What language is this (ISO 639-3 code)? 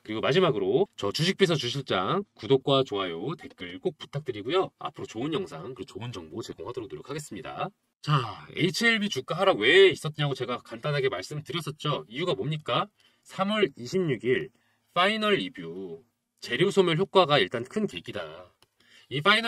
kor